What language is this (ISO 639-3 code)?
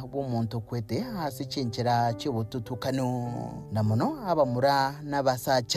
guz